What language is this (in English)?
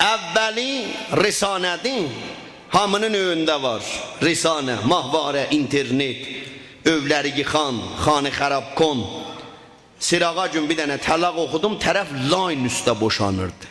South Azerbaijani